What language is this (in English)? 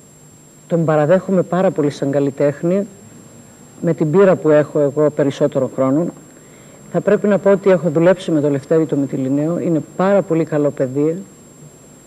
Greek